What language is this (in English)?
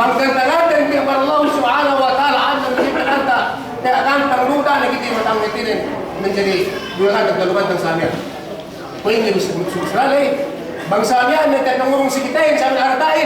Yakan